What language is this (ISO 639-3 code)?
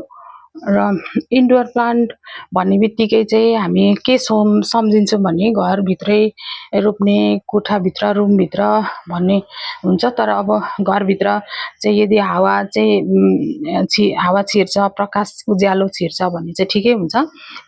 nep